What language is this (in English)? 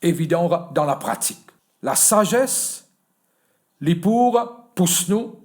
Morisyen